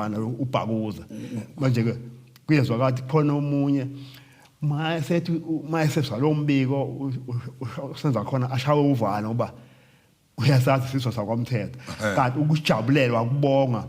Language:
Zulu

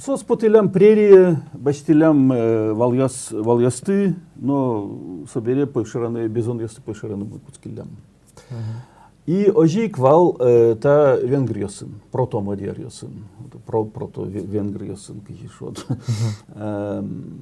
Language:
Udmurt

